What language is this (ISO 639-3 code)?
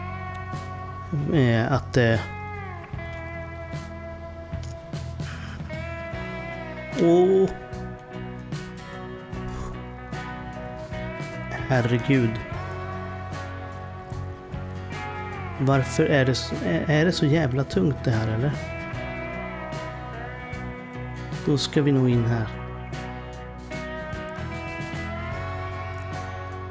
swe